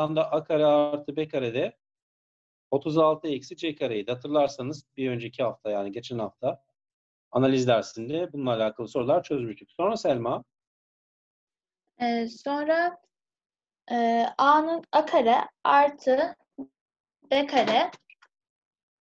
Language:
Turkish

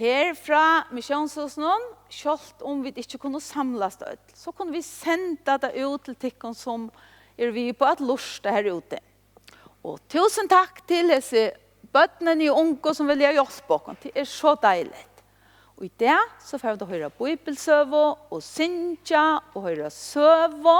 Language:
Faroese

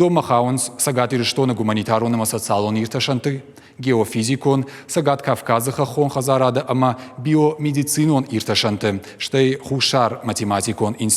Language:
Ossetic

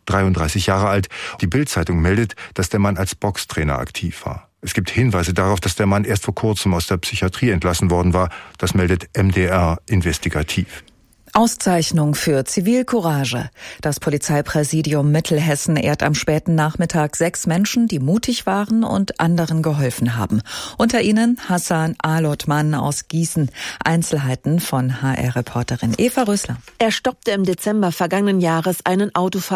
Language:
German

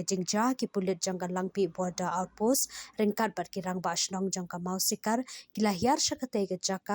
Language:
Khasi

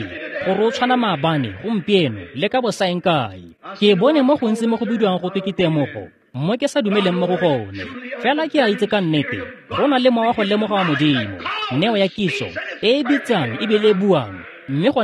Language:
Tswana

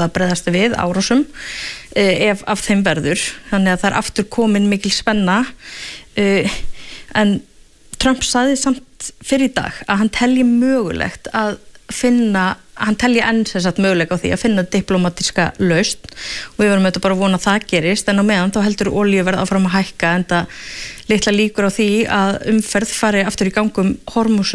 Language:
Icelandic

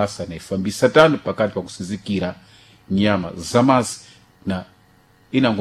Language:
Sena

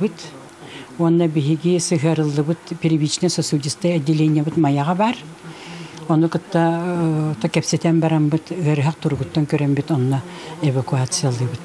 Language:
Yakut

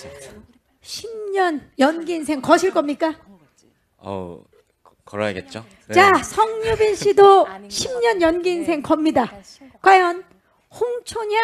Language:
Korean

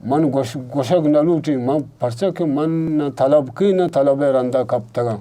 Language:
Eastern Balochi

